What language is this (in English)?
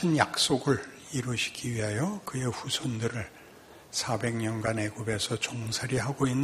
Korean